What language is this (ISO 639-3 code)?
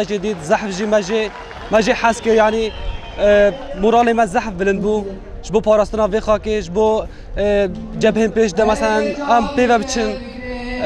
kur